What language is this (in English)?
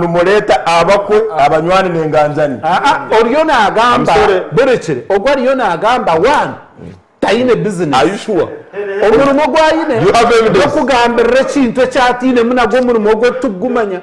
Nyankole